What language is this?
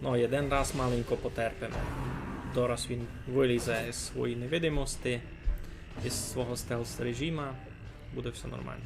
Rusyn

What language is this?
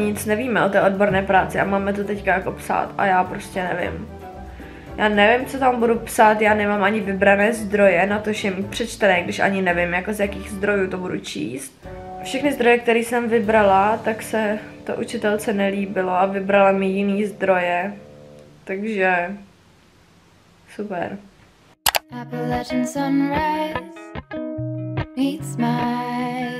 Czech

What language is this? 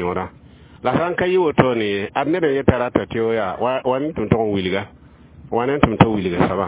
Mossi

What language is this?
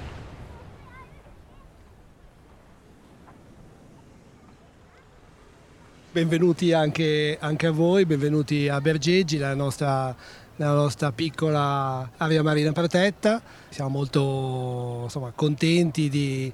Italian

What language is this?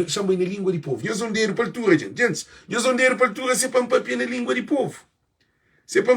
Kabuverdianu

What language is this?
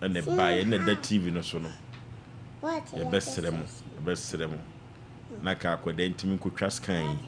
Akan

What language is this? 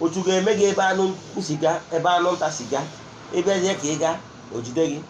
Igbo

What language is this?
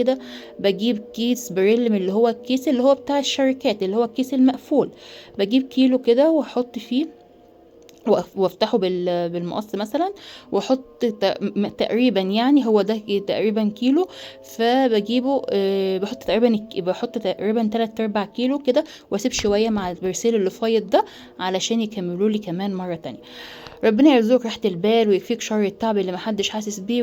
Egyptian Arabic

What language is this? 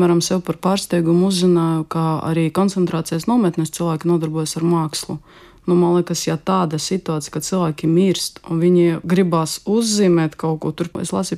Latvian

